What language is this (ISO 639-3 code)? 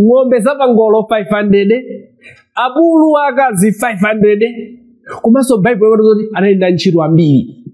nya